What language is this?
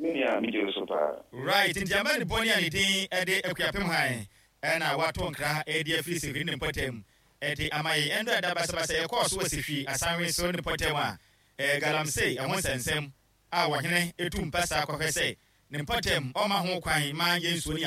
Akan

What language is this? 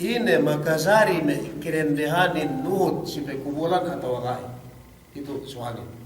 Yakan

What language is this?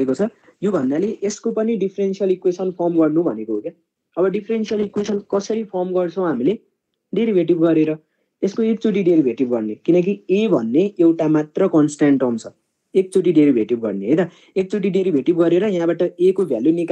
Nepali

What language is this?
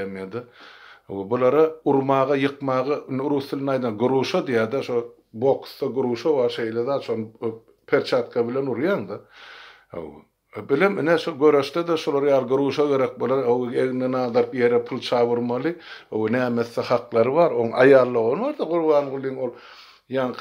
Turkmen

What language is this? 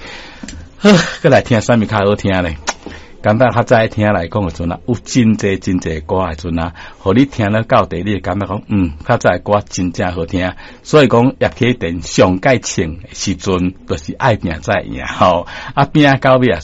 Min Nan Chinese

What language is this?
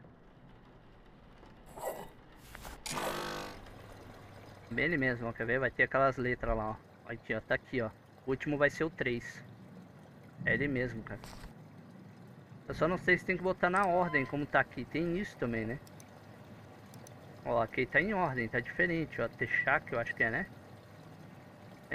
Portuguese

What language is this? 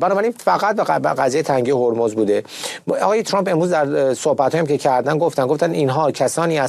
Persian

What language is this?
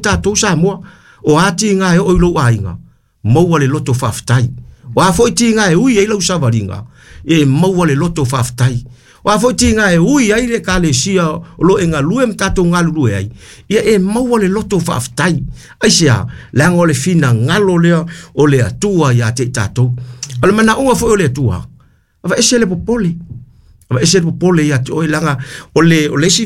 Samoan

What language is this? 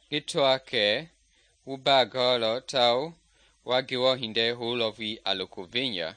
Mende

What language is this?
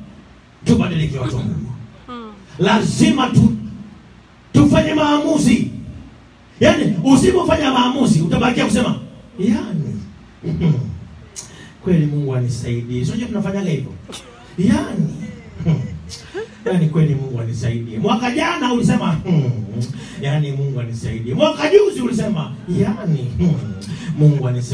Swahili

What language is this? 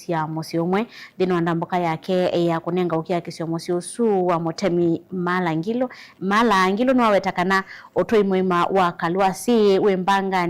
Kamba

